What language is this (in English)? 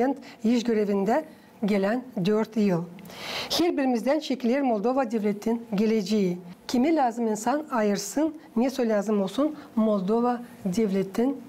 Gagauz